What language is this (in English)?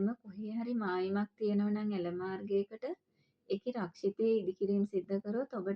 Sinhala